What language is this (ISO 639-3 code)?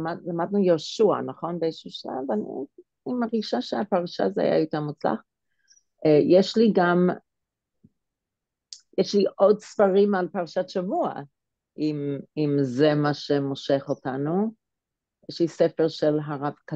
heb